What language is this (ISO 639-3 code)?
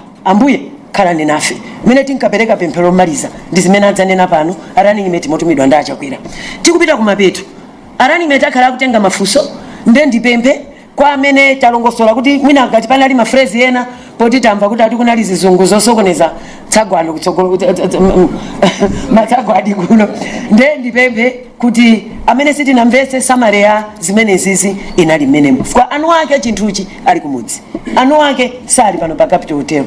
nya